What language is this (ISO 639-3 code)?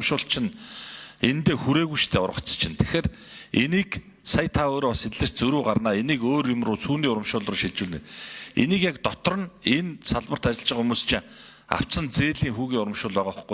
mon